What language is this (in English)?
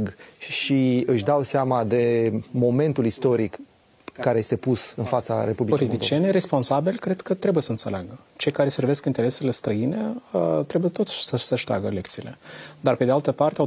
Romanian